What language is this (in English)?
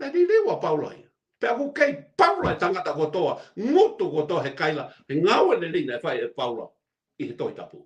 Tongan